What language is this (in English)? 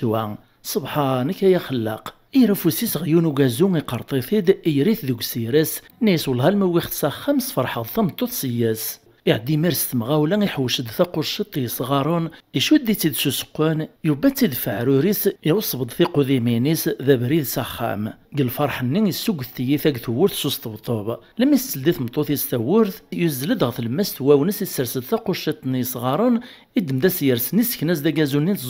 Kabyle